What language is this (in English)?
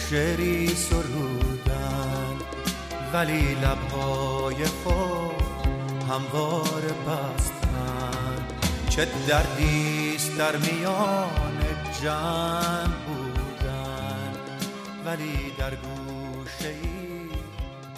Persian